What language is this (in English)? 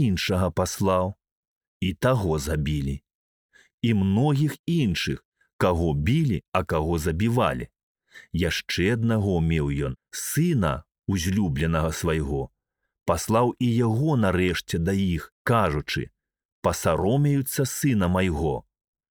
Belarusian